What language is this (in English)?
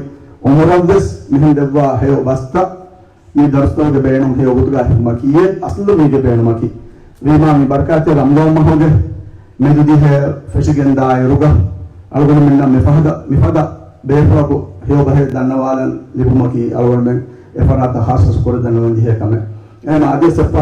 Divehi